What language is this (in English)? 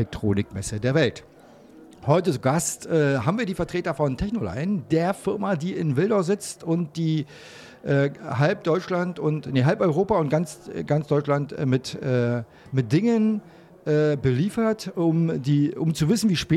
German